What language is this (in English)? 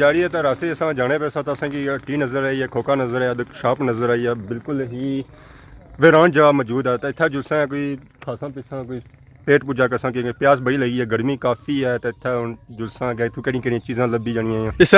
Pahari-Potwari